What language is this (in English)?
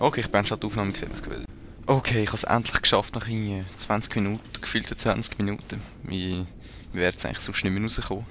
Swiss German